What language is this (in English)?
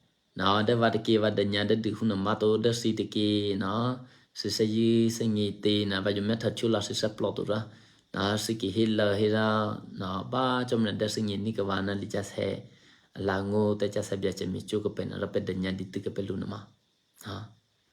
Eastern Kayah